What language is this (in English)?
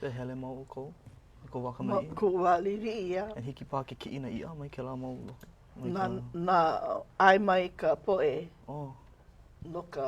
Hawaiian